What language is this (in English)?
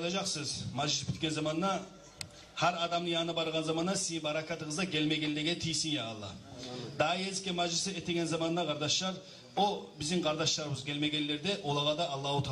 Kumyk